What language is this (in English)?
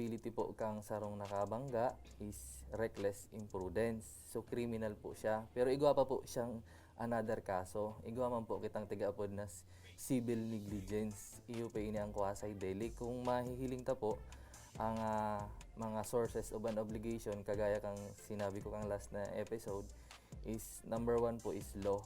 Bikol